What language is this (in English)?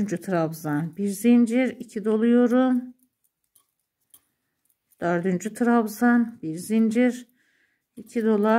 Turkish